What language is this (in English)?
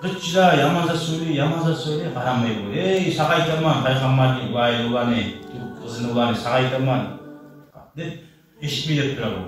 Kumyk